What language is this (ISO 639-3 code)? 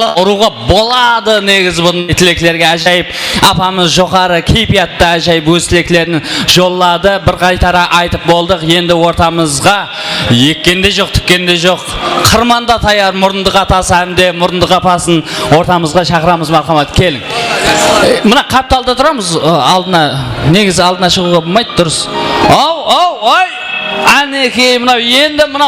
kaa